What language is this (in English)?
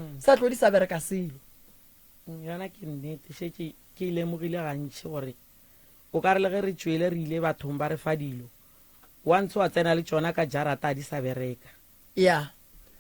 Northern Sotho